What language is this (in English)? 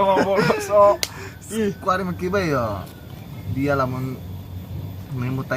Sundanese